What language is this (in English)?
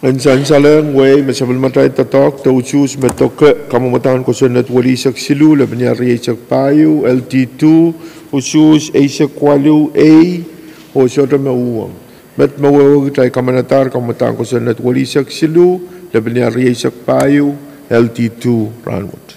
Pohnpeian